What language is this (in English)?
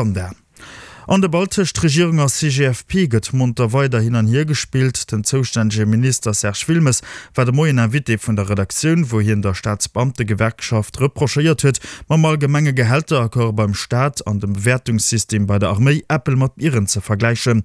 Luxembourgish